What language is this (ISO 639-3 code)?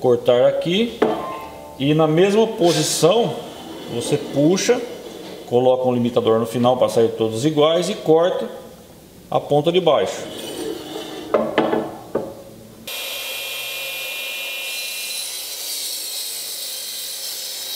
por